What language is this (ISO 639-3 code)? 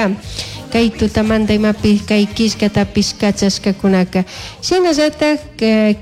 qug